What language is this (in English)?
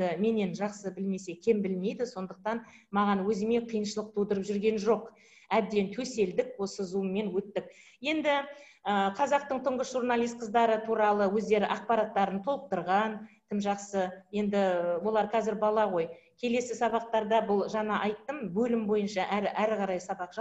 Kazakh